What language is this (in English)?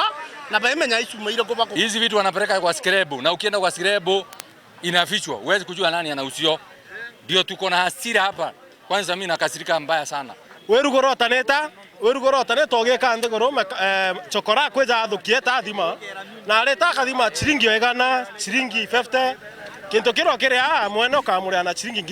Meru